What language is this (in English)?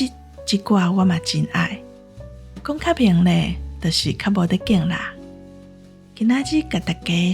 Min Nan Chinese